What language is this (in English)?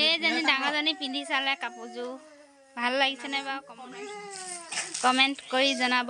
Assamese